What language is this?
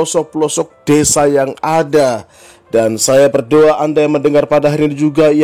Indonesian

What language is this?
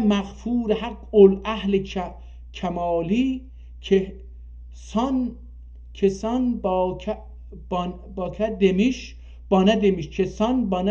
South Azerbaijani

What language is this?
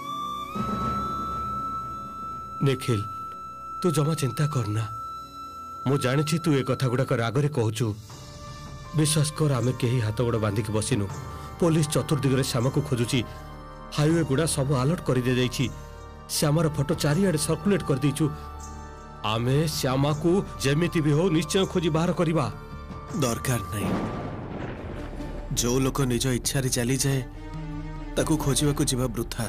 Odia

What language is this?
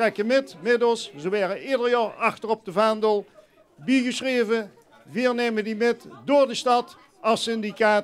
Limburgish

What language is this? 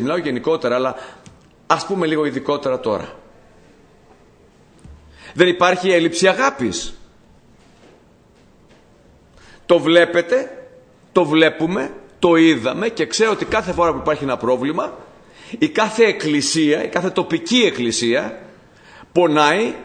Greek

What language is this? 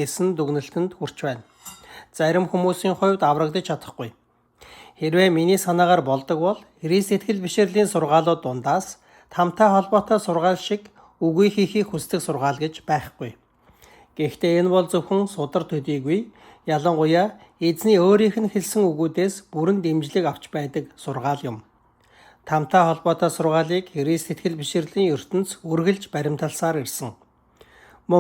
Mongolian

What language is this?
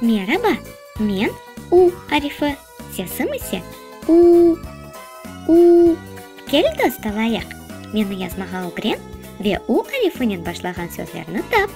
Crimean Tatar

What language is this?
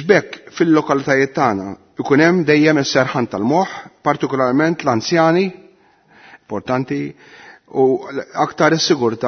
Maltese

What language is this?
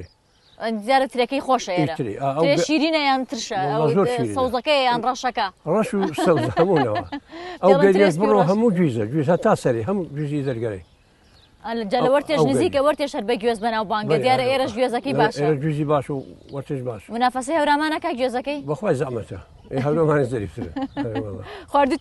Central Kurdish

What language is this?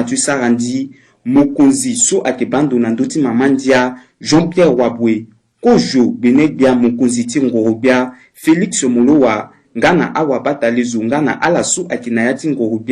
Sango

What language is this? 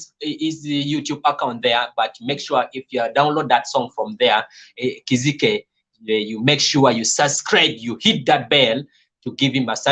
Kumam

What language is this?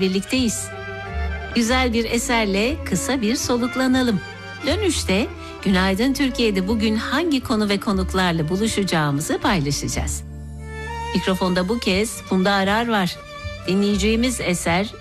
Turkish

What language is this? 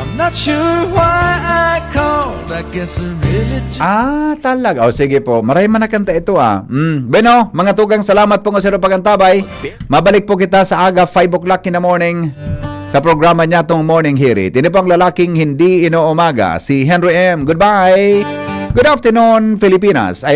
Bikol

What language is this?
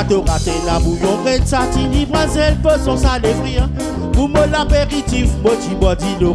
Réunion Creole French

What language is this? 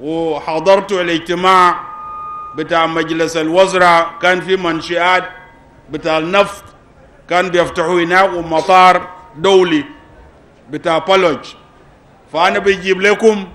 Sudanese Arabic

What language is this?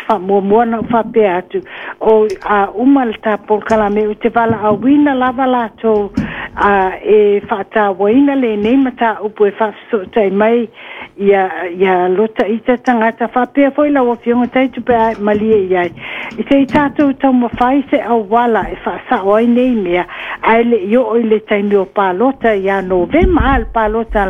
Samoan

